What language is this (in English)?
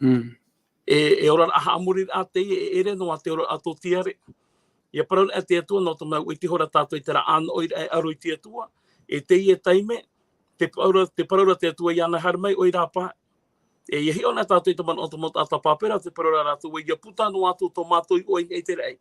Tahitian